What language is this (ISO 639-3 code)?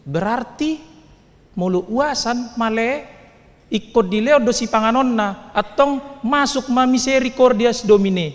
bbc